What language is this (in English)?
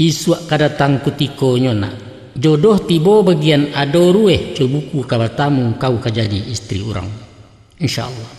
Minangkabau